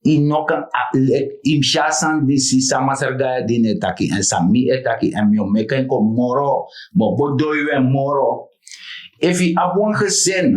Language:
Sranan Tongo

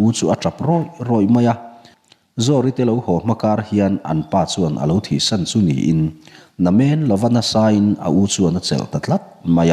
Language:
Mizo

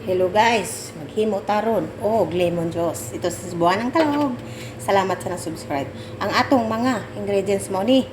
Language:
Cebuano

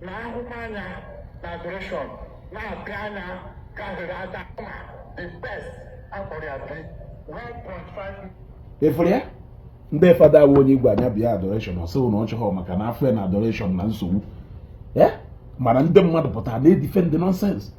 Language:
Igbo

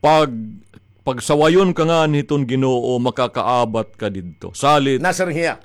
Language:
Waray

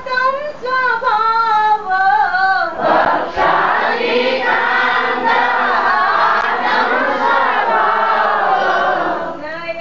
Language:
Gujarati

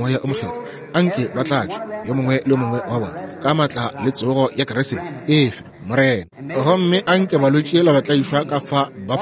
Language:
Northern Sotho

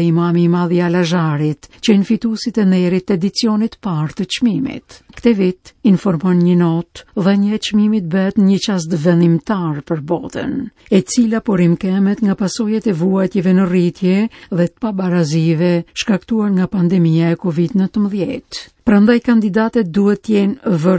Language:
Albanian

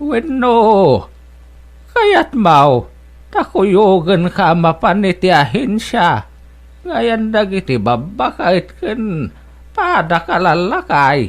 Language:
Iloko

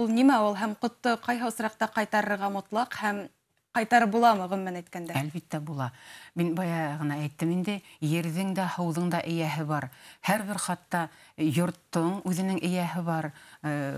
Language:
Bashkir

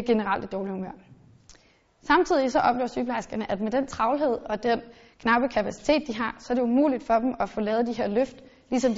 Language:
Danish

